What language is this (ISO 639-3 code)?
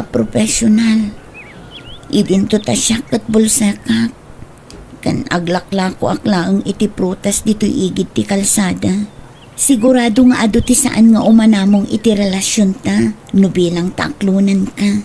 ilo